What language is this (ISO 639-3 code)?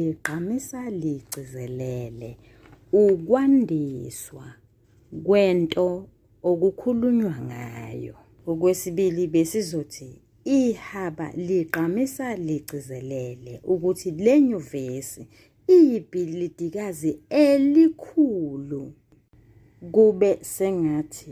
zul